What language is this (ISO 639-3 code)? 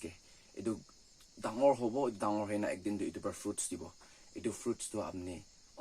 nag